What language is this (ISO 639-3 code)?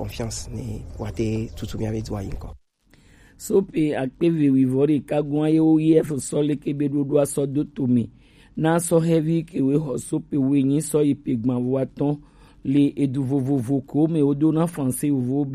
gej